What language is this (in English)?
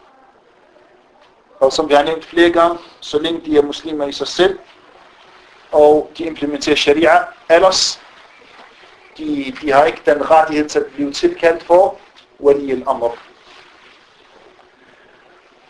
Danish